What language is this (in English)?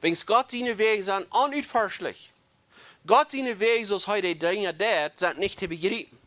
Plautdietsch